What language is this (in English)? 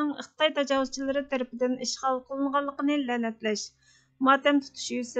Uyghur